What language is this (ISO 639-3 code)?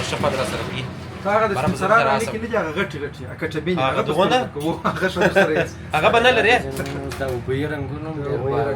pus